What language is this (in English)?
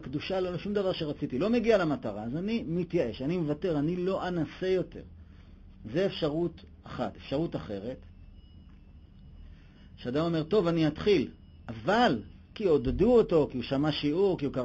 Hebrew